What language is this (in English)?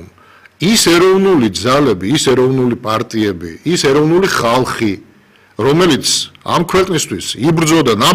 Georgian